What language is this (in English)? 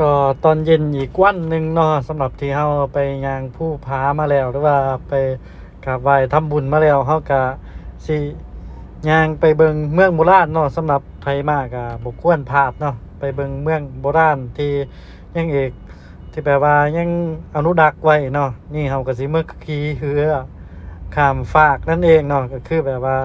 Lao